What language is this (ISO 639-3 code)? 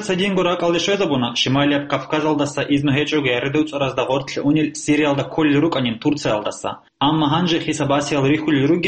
ava